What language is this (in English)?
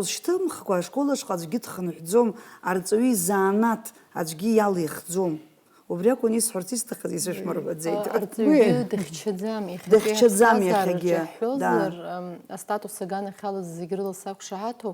Abkhazian